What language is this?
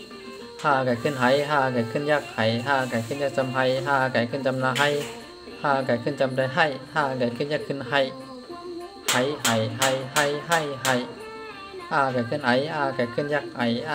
Shan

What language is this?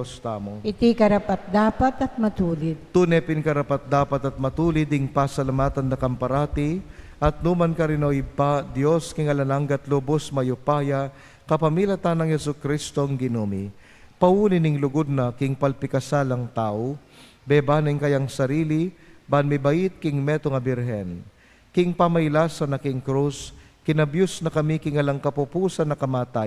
Pampanga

